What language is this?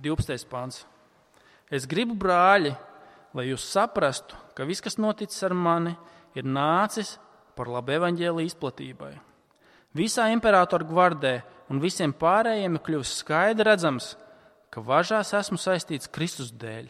Latvian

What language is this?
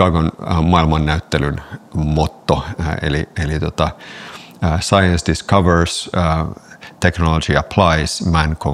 Finnish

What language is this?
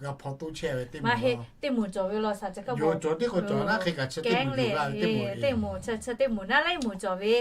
Lahu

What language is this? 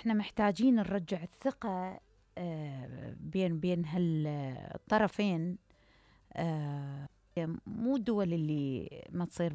Mesopotamian Arabic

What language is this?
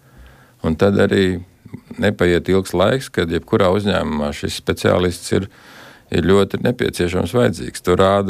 Latvian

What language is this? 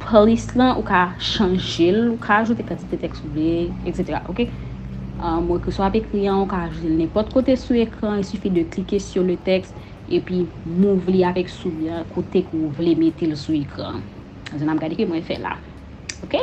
Haitian Creole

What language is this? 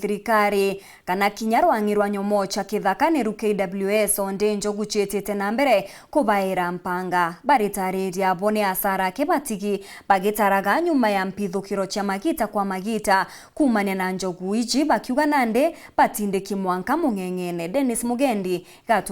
Meru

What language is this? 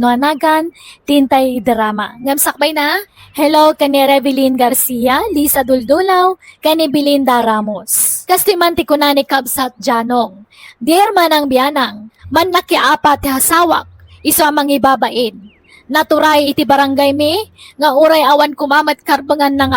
Iloko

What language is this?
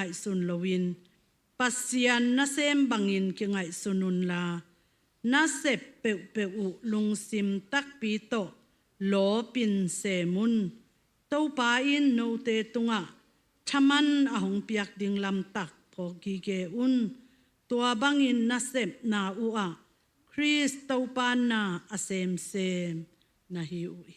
Tedim Chin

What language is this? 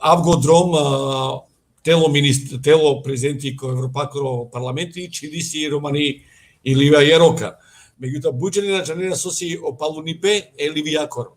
Balkan Romani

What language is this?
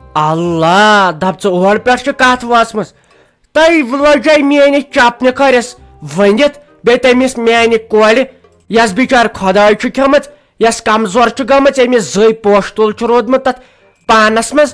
Kashmiri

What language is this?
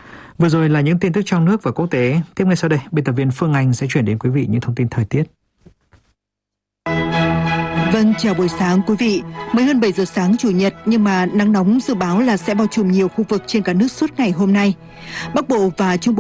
Vietnamese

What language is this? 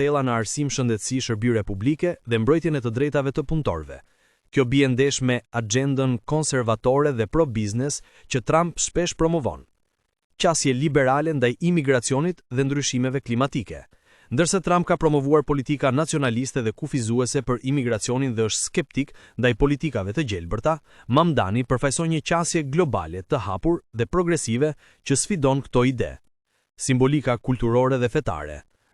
Albanian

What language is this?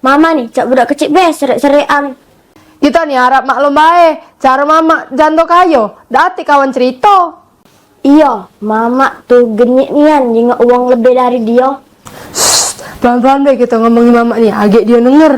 Musi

